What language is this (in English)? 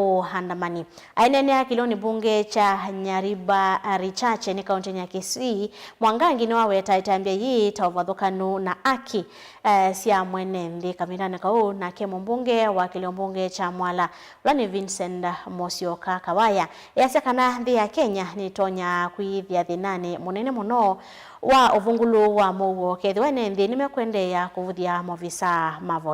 Kamba